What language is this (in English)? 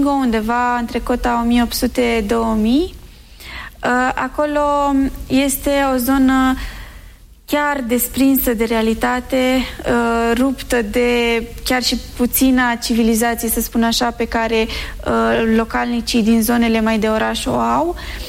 Romanian